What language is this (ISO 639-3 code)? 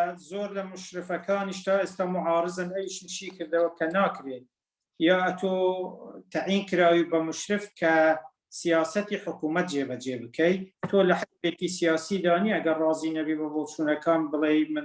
ckb